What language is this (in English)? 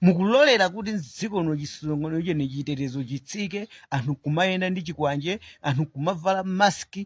Nyanja